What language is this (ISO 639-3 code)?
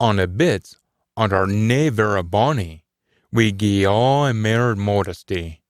sco